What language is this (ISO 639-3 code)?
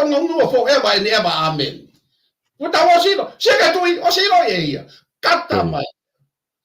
ton